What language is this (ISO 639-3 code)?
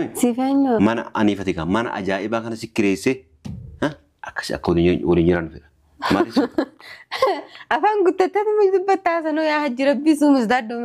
orm